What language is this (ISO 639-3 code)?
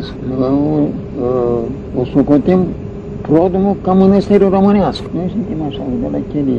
ron